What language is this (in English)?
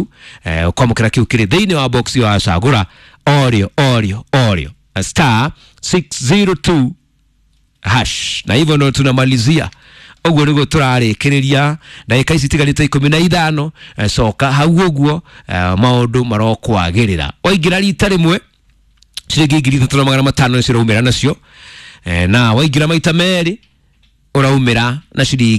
Kikuyu